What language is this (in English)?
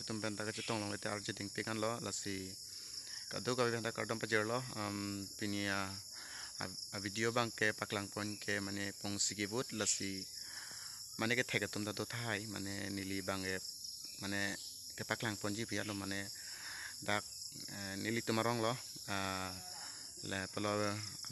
Karbi